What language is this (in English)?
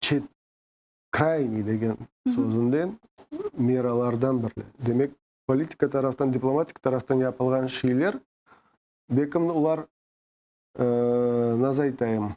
Crimean Tatar